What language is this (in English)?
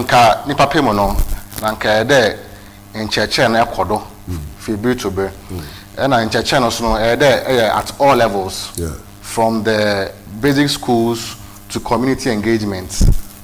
Akan